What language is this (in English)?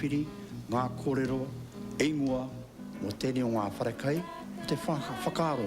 Māori